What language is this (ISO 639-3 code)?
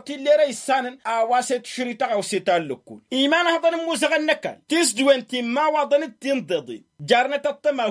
taq